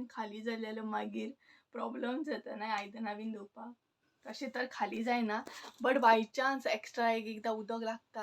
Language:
Konkani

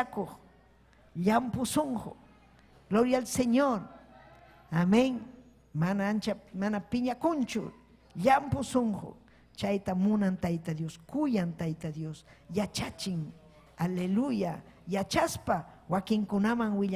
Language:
Ayacucho Quechua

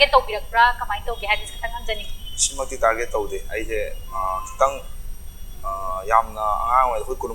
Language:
Manipuri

